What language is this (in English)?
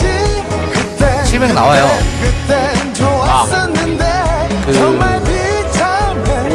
Korean